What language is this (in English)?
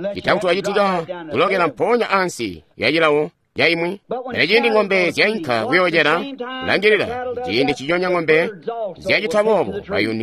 Tonga (Zambia)